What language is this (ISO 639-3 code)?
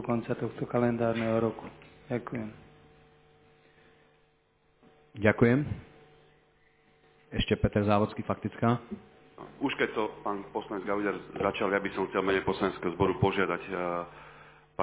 slk